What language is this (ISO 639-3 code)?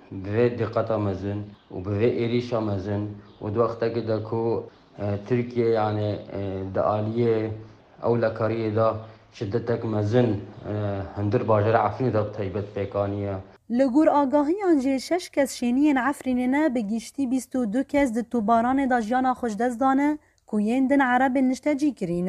kur